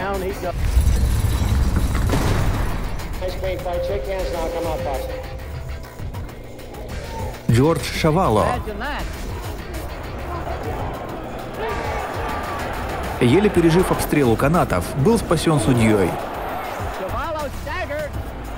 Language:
Russian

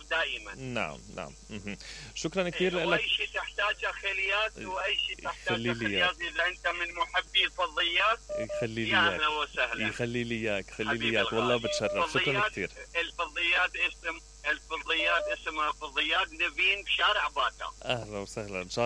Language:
Mesopotamian Arabic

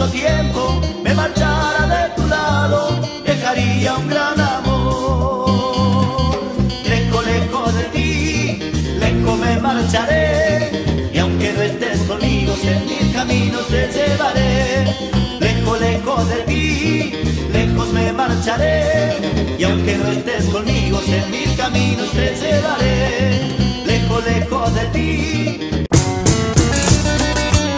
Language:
Spanish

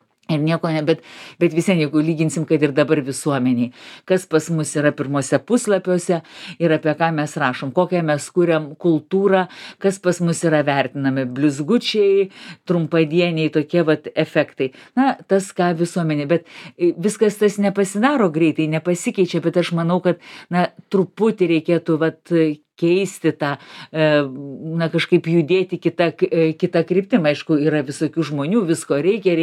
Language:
Lithuanian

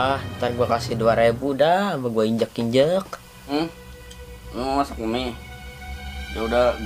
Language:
Betawi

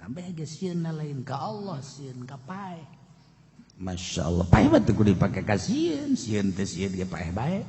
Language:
Sundanese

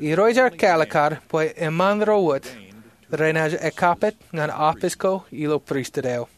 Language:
Marshallese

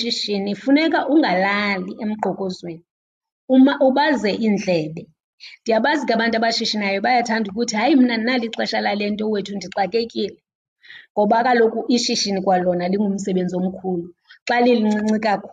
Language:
Xhosa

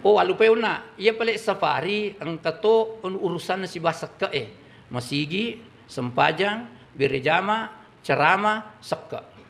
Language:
Buginese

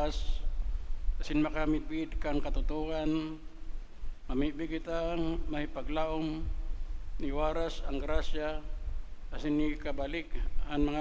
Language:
Bikol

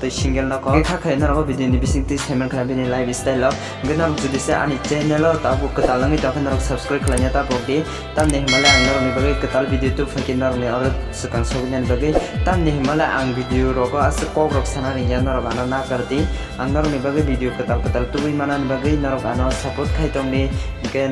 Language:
Kok Borok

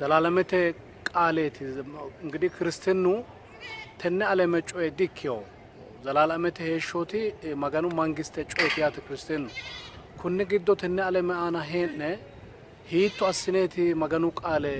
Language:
Sidamo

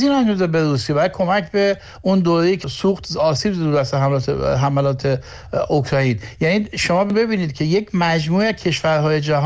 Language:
Persian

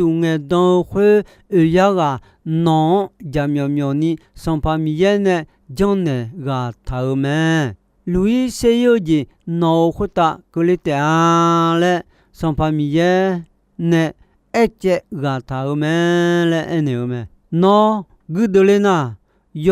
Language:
Akha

